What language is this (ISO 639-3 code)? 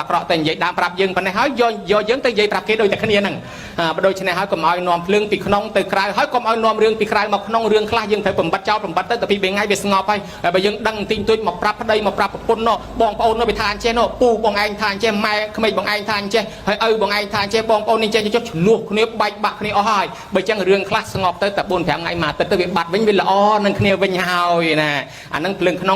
khm